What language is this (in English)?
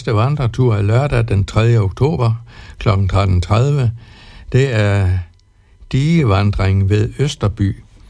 Danish